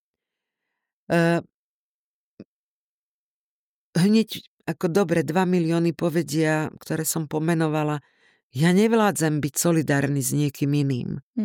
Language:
Slovak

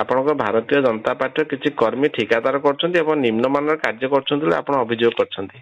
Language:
Odia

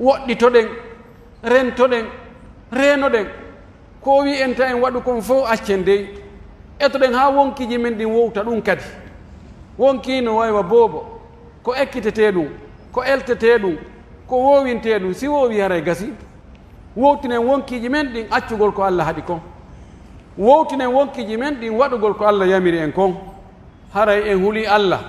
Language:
Pular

